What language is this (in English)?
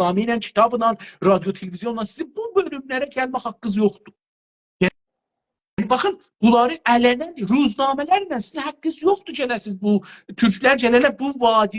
South Azerbaijani